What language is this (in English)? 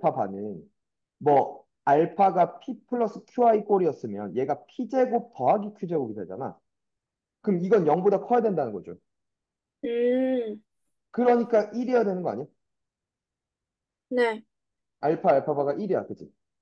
Korean